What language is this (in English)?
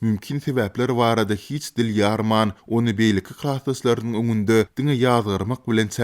Turkmen